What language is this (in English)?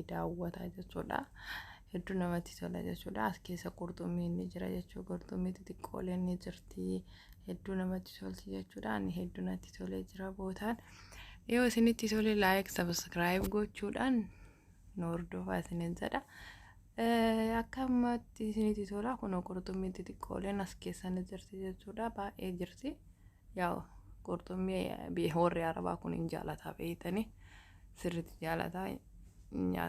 Oromo